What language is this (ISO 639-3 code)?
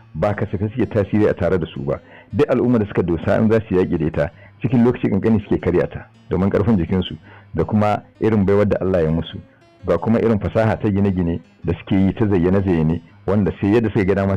hau